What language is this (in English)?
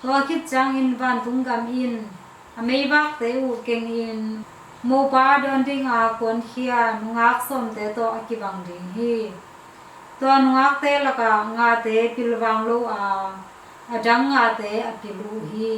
Tedim Chin